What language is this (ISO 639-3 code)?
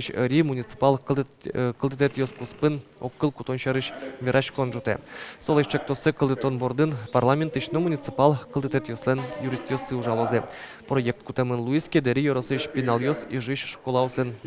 udm